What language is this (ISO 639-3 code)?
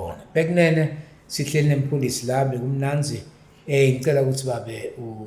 zul